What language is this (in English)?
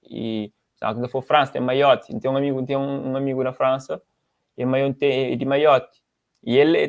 Kabuverdianu